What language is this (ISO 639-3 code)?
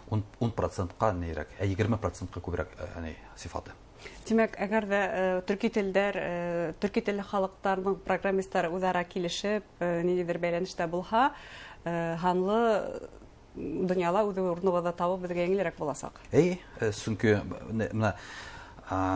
bak